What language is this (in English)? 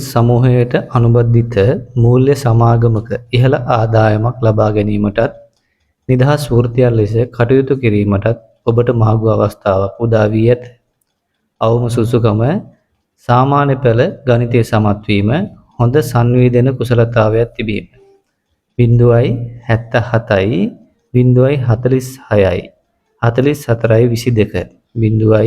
Sinhala